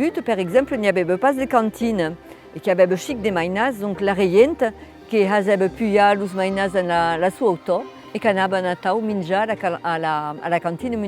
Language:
Occitan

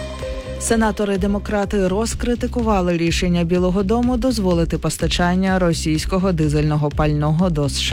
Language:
Ukrainian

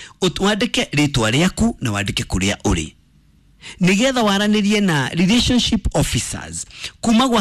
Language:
Kikuyu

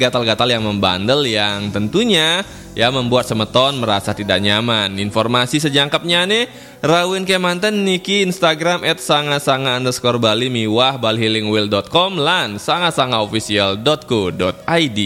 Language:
Balinese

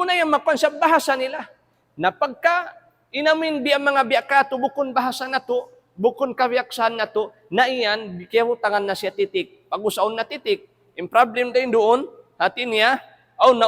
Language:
Tausug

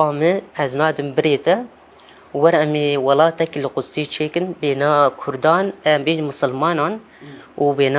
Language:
Kurdish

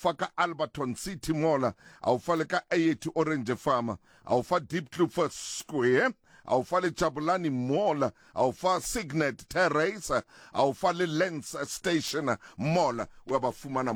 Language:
Southern Sotho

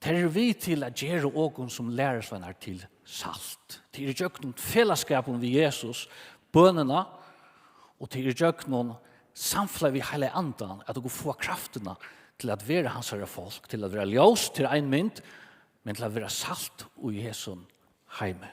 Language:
Faroese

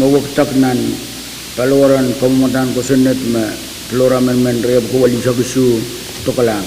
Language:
Pohnpeian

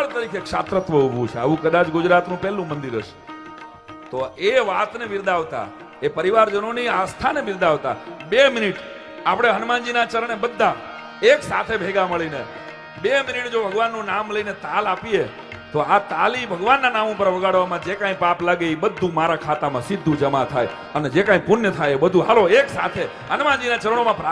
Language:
Gujarati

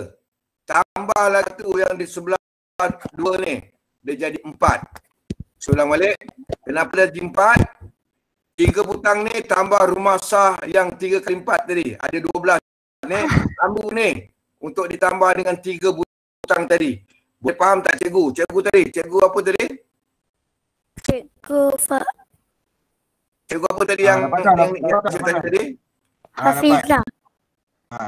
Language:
Malay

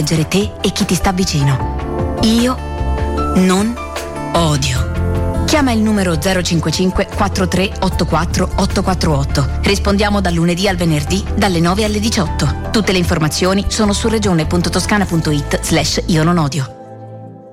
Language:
Italian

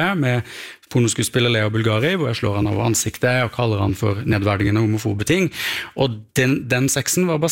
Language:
Norwegian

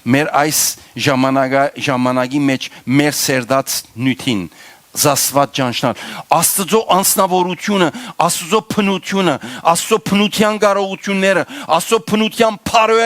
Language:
Western Armenian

